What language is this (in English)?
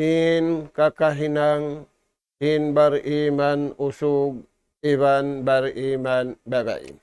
Tausug